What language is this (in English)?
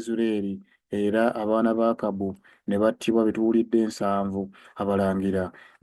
Ganda